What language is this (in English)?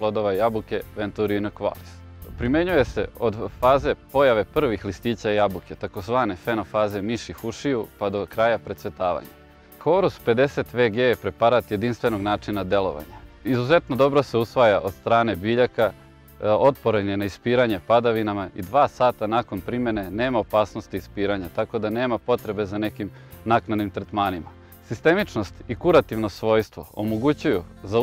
Serbian